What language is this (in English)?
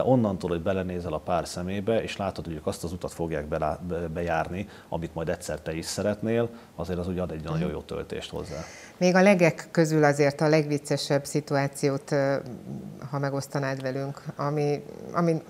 Hungarian